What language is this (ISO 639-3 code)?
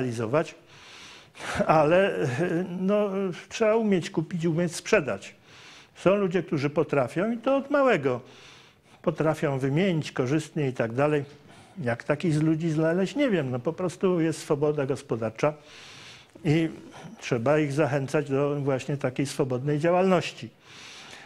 pol